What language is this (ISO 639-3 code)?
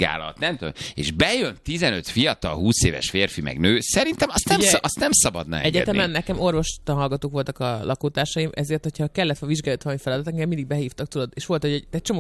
hun